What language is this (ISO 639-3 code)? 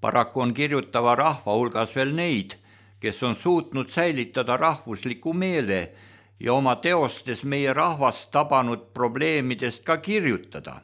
est